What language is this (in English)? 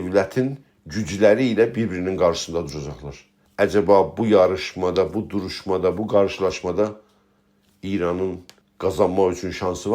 South Azerbaijani